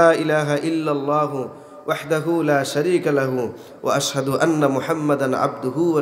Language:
Sylheti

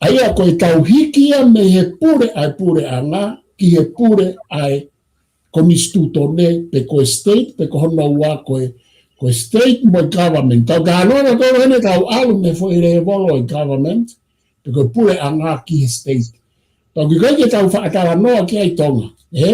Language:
Tongan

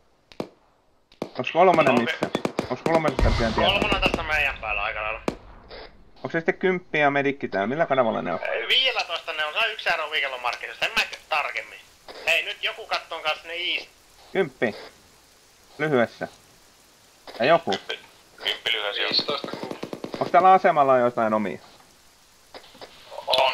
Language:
Finnish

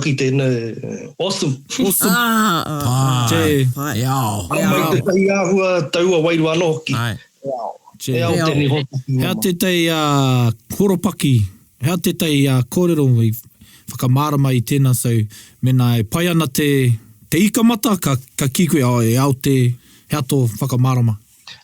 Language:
Māori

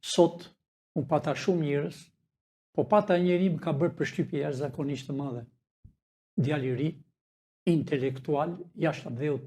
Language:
Albanian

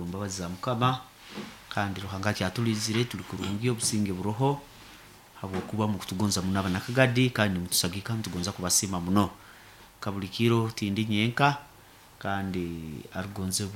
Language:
Nyankole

